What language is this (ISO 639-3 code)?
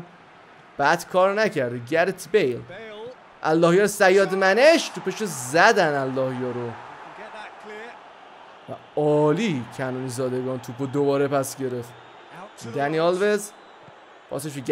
fas